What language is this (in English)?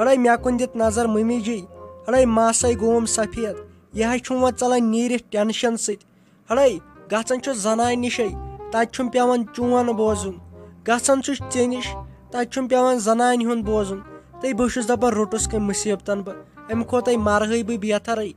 Kashmiri